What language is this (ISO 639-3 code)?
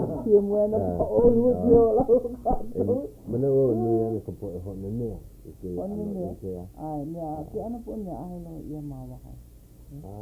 haw